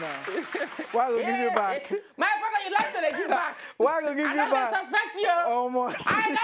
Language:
Nigerian Pidgin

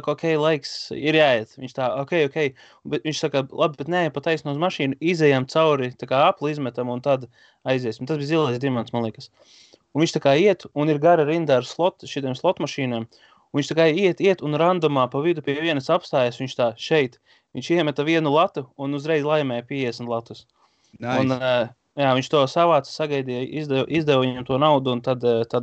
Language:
Latvian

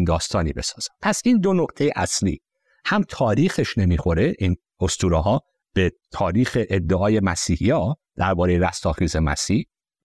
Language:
Persian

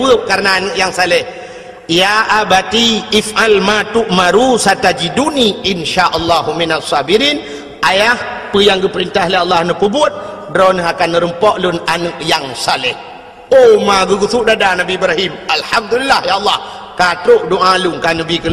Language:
Achinese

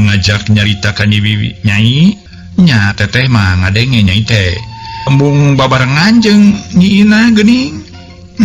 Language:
Sundanese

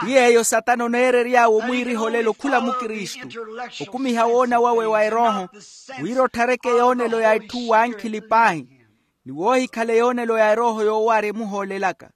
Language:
Makhuwa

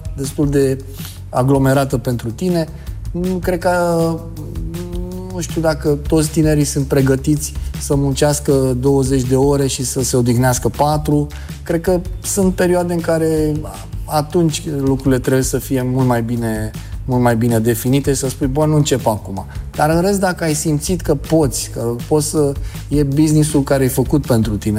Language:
Romanian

